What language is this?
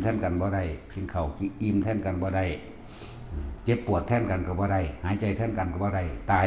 Northeastern Thai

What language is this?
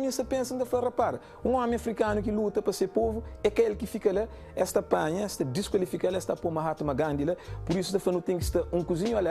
Kabuverdianu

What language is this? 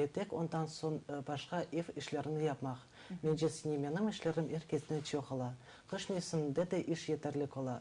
Crimean Tatar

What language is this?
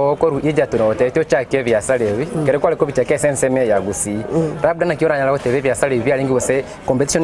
Gusii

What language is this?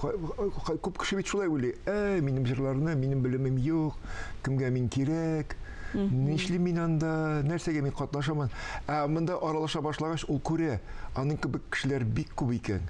Tatar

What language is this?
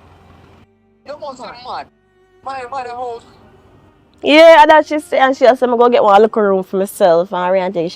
Jamaican Creole English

